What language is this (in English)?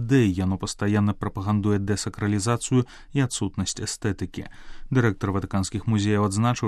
Belarusian